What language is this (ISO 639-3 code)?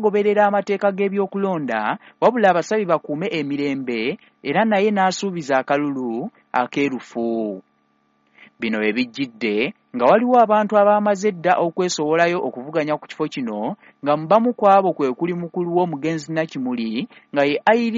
lug